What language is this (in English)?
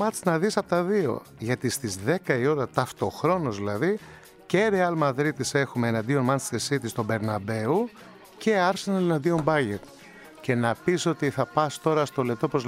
Greek